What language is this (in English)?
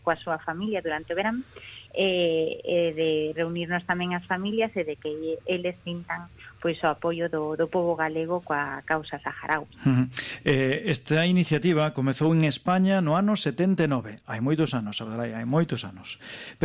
Galician